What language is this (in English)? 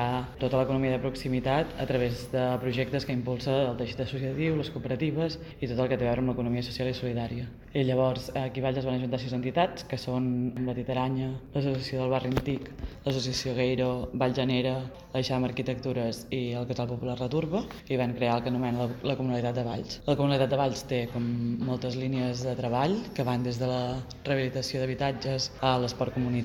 Catalan